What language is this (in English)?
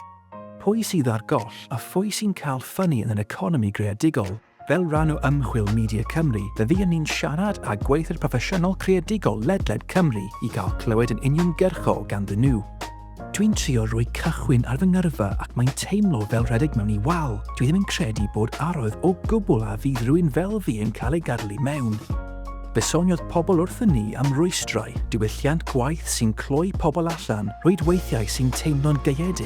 Welsh